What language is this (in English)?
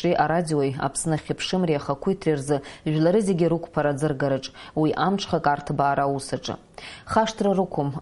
Abkhazian